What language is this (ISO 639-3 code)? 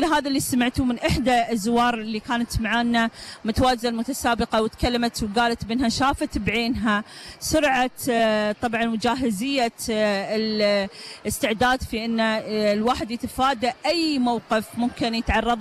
afb